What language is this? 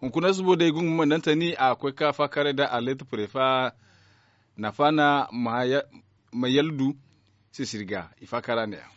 Zarma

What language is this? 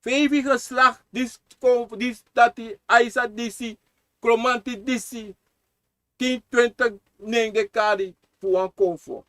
Sranan Tongo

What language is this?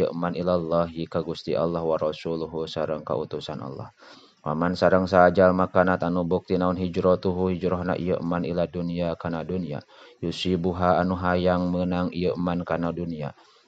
Sundanese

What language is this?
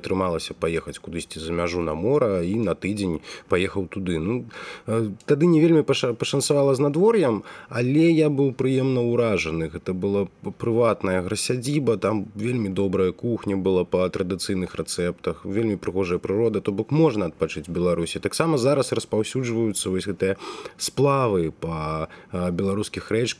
Belarusian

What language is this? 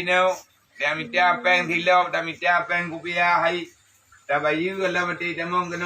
Achinese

